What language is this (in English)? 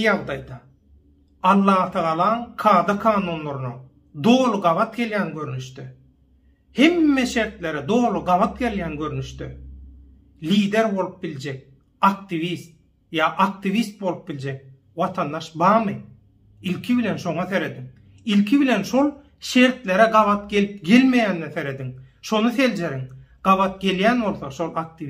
Turkmen